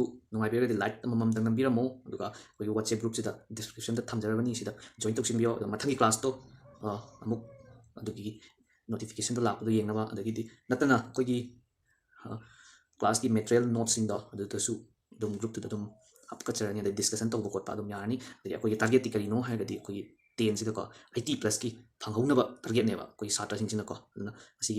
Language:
Manipuri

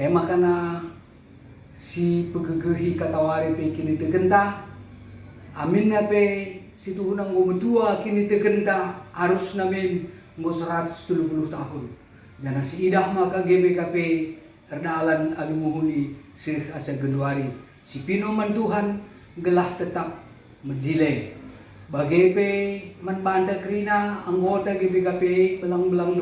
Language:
Batak Karo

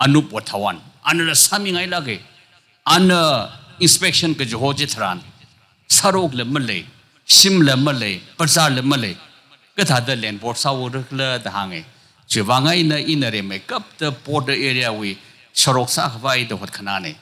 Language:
Tangkhul Naga (India)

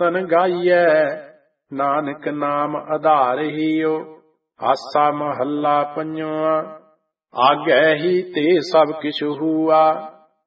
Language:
Punjabi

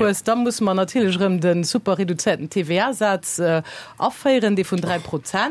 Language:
Luxembourgish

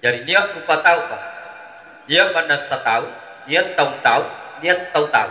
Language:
Makasar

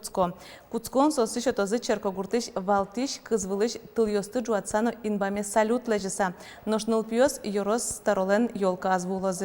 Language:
Udmurt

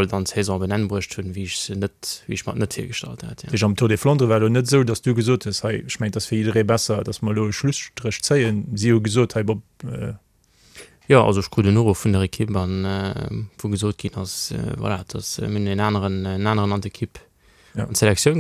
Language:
Luxembourgish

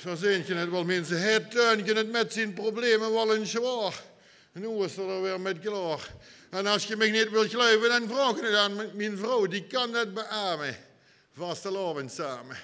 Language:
Limburgish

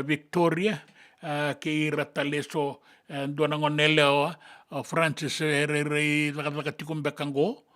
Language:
Fijian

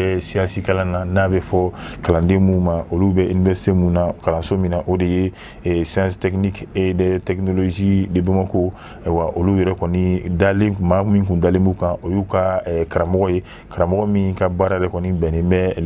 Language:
Bambara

